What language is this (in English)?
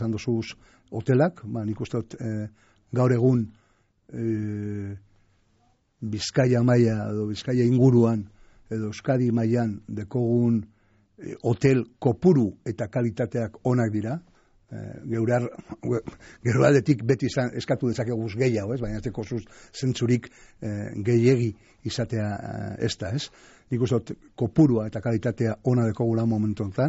Basque